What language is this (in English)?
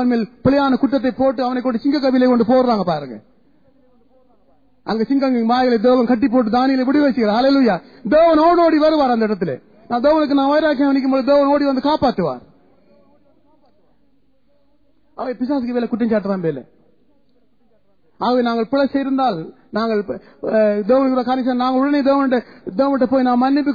Tamil